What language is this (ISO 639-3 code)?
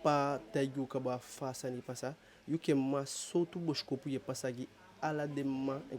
djk